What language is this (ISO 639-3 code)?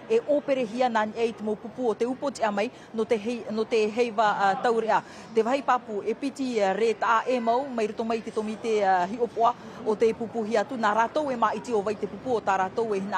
tah